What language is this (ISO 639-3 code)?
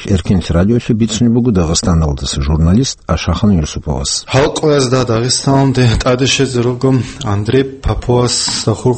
ava